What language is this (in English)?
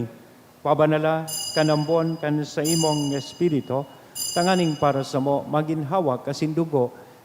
Bikol